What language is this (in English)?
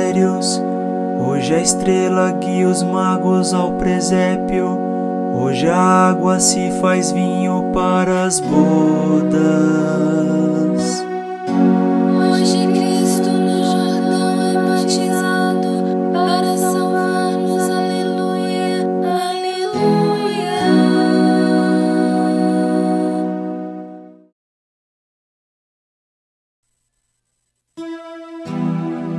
Portuguese